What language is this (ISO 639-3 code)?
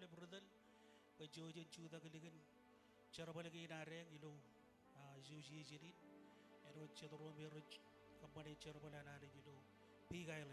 mah